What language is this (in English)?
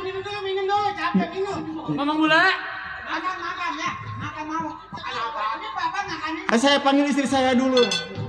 Betawi